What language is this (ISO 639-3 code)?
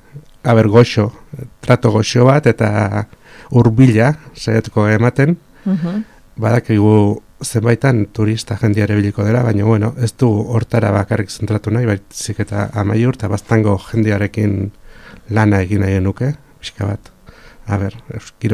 eus